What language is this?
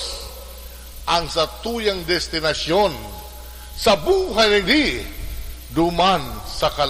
Bikol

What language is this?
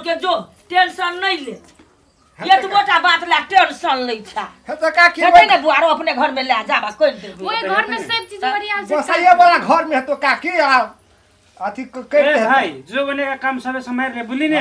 Maithili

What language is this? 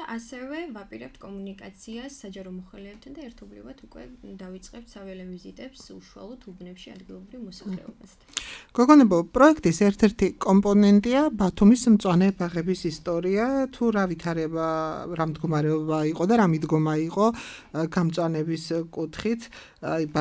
Georgian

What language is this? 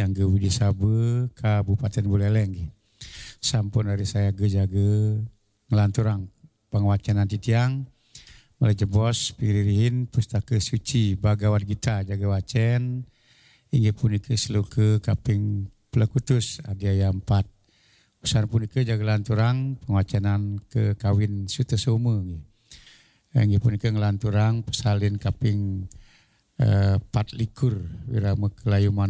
Balinese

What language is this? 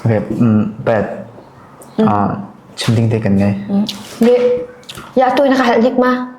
Hakha Chin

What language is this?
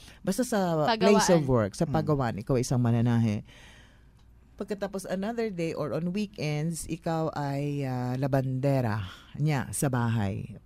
Filipino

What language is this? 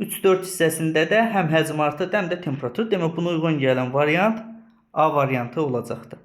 Azerbaijani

